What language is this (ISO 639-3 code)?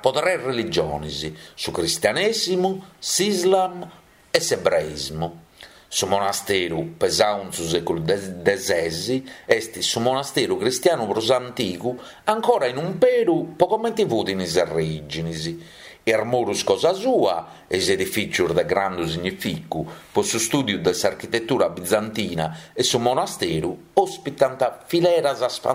srd